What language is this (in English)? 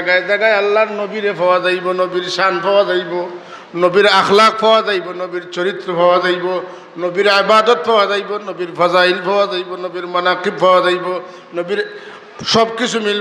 Sylheti